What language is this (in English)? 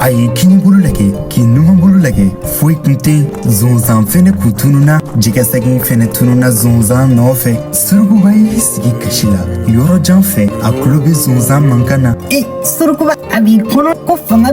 Bambara